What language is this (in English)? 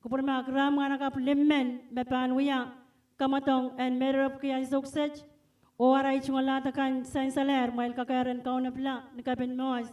Pohnpeian